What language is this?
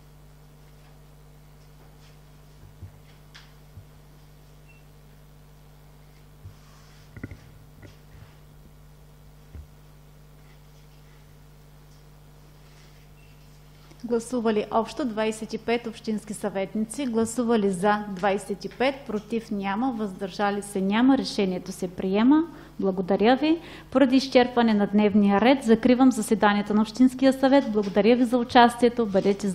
Bulgarian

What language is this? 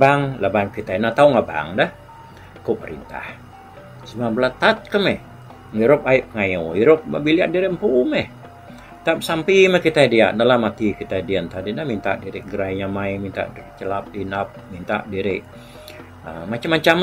Iban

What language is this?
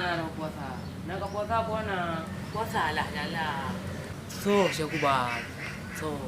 Achinese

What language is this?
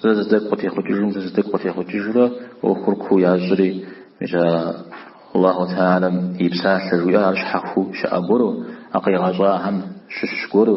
Kabardian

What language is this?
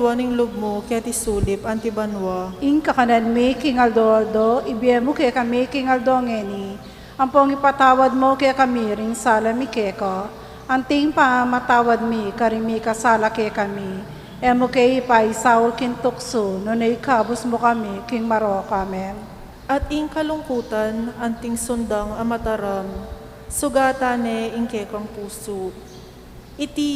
Pampanga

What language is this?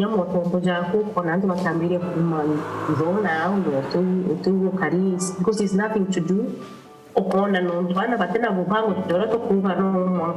Meru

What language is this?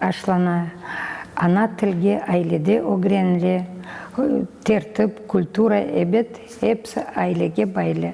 Crimean Tatar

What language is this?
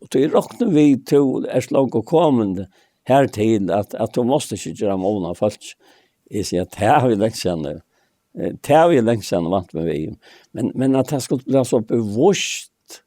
Faroese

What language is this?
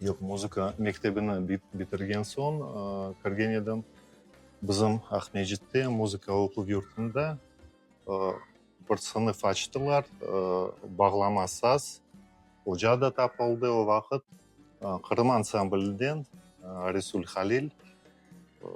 Crimean Tatar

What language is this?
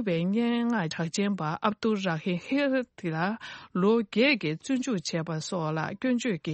Tibetan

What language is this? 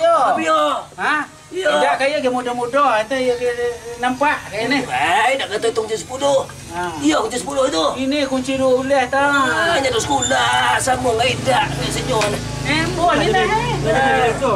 Minangkabau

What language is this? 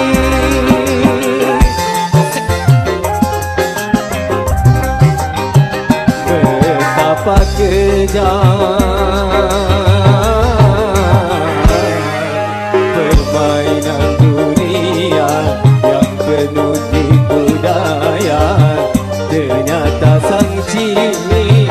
Indonesian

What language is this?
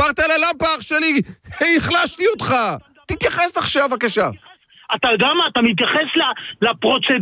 Hebrew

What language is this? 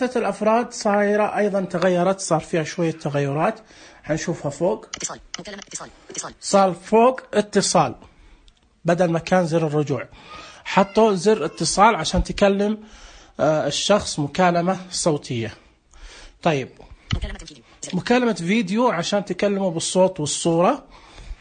Najdi Arabic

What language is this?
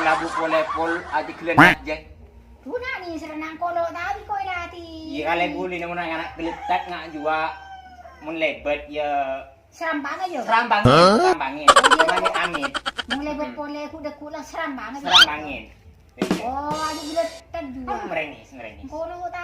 Madurese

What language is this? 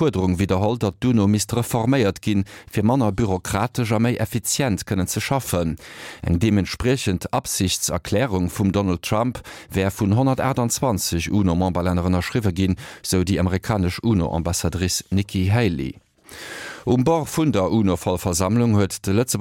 Luxembourgish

